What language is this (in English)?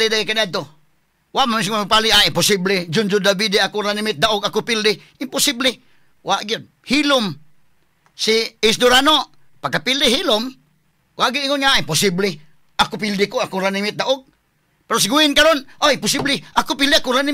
Cebuano